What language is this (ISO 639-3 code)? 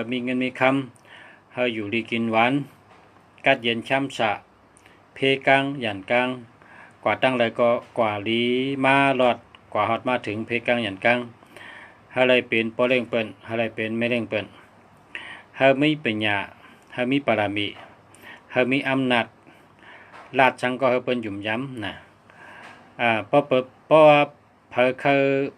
shn